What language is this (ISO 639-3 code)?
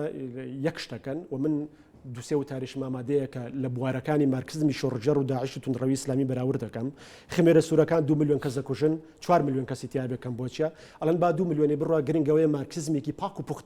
ckb